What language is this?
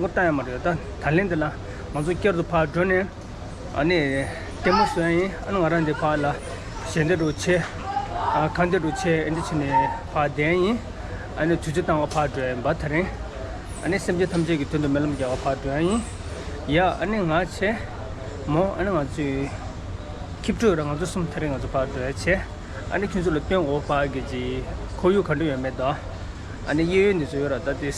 Tibetan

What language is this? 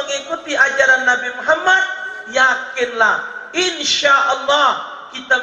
Musi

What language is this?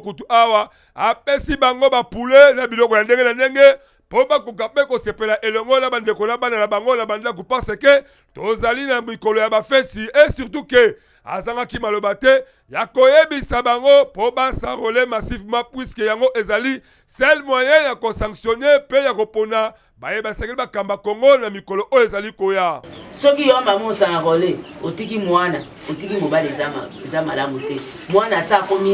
Lingala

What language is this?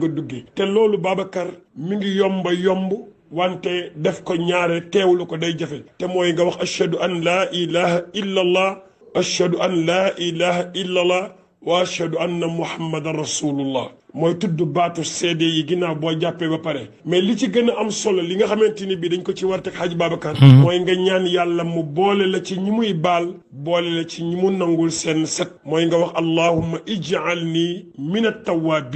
Wolof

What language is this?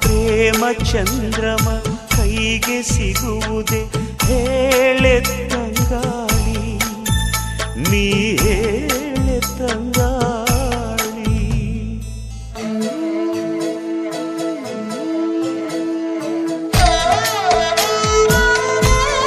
Kannada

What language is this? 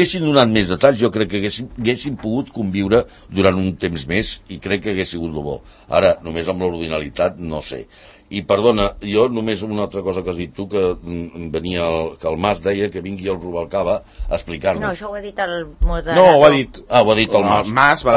Catalan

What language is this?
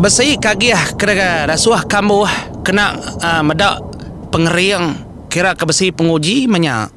Iban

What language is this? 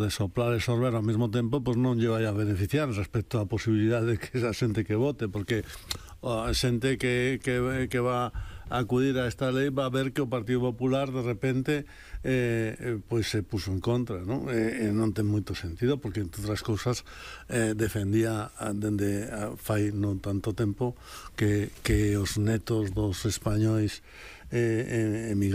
Galician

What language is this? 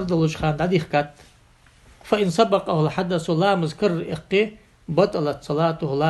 Ingush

